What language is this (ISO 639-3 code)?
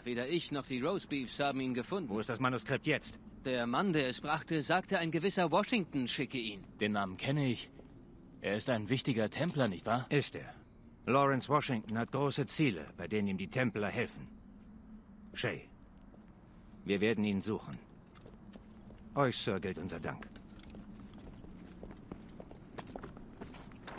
deu